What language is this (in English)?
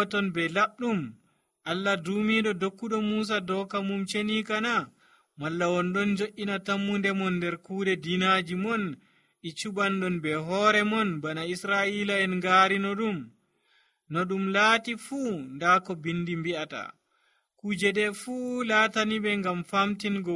Nigerian Fulfulde